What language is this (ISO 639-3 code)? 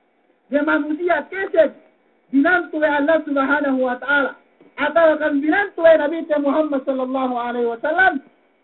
yka